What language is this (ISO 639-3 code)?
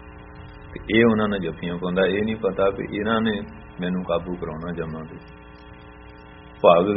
pan